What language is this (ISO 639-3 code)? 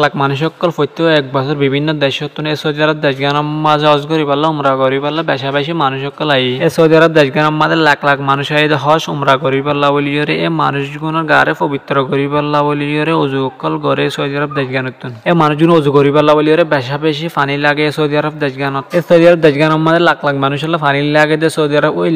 rhg